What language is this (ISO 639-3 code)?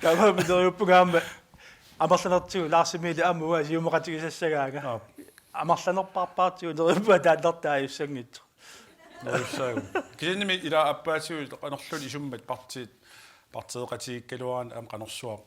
kal